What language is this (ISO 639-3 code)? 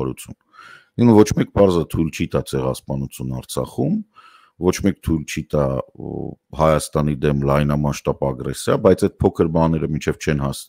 hye